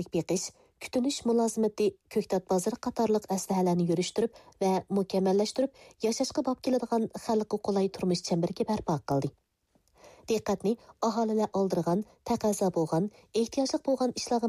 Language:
Uyghur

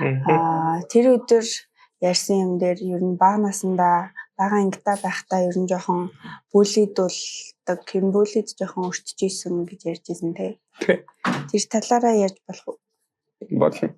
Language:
Mongolian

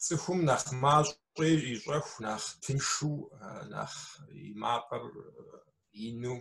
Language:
Kabardian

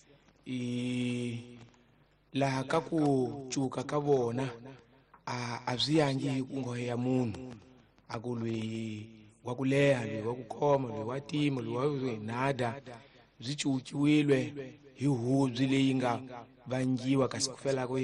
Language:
Tsonga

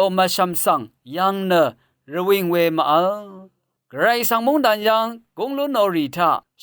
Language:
Rawang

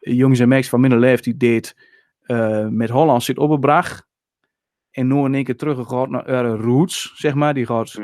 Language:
Western Frisian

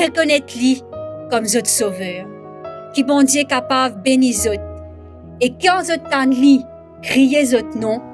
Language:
Morisyen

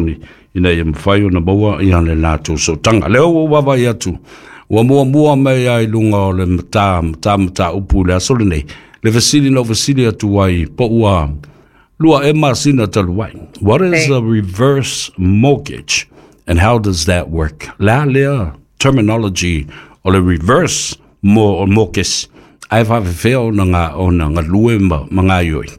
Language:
Samoan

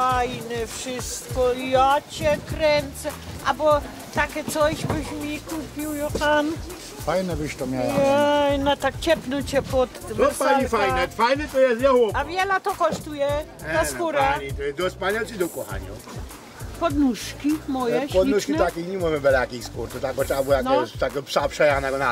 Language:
Silesian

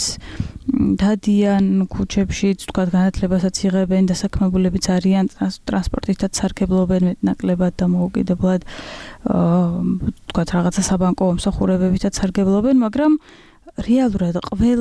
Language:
Georgian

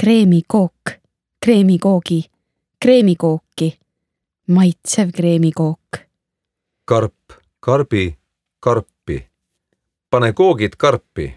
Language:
Estonian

